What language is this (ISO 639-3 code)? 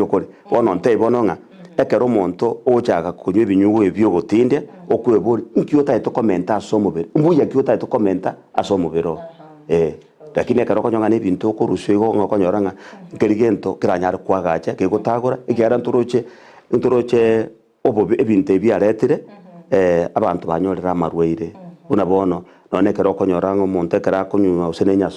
guz